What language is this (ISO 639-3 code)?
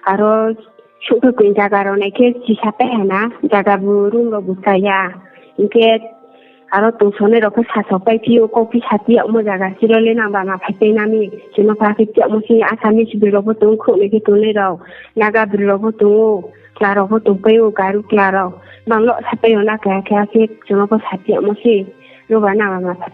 ria